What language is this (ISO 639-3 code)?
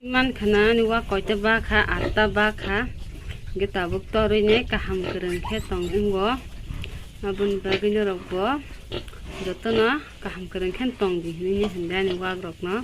trp